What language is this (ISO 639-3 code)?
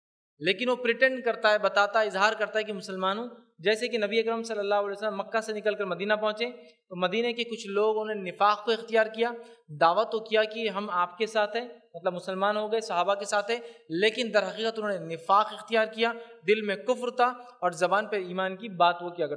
urd